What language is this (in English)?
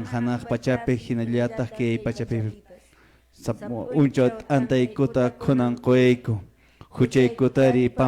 Quechua